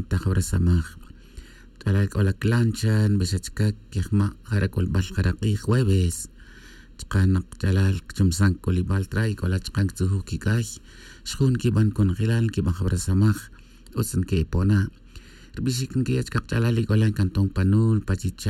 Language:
Tz'utujil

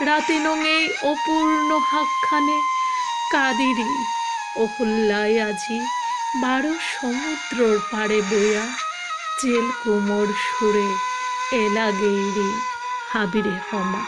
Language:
Bishnupriya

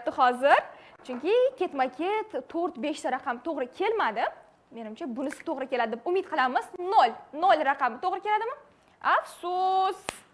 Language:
Uzbek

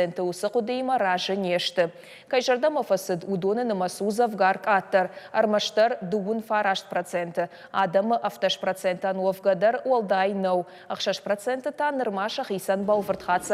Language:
Ossetic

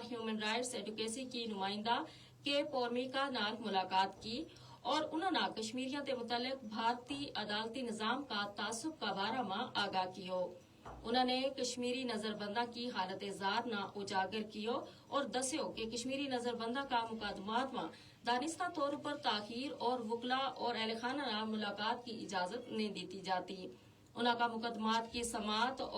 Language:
Gujari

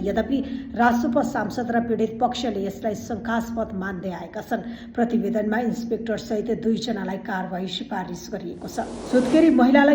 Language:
Nepali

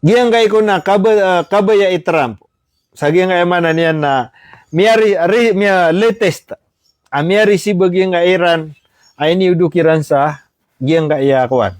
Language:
Maranao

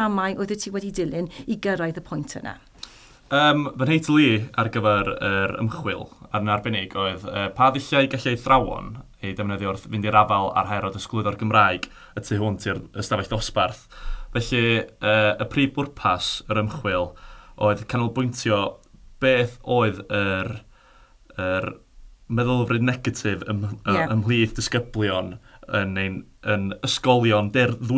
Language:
Welsh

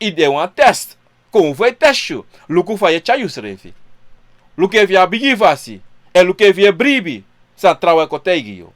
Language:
Sranan Tongo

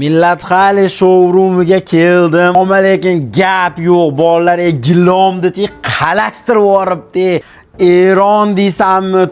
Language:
Uzbek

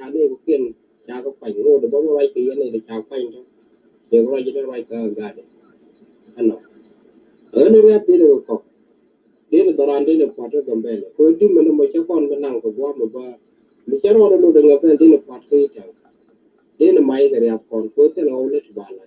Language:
Nuer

